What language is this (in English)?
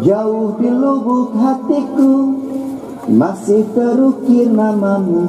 Achinese